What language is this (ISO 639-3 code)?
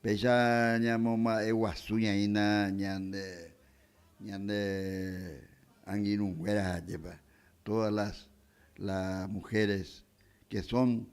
grn